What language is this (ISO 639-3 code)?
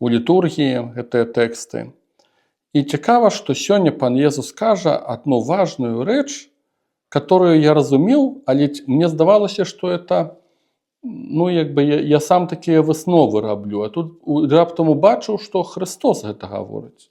bel